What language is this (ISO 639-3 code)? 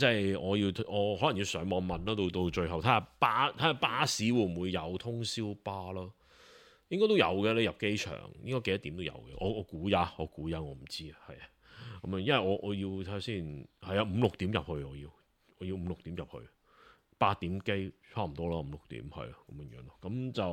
yue